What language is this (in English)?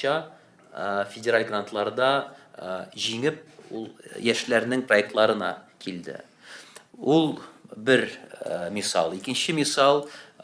Tatar